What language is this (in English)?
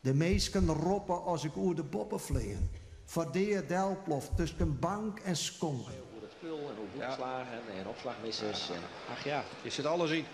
Western Frisian